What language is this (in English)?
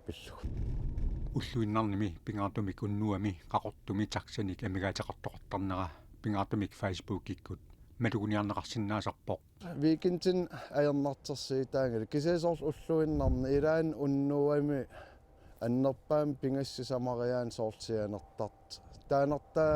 Kalaallisut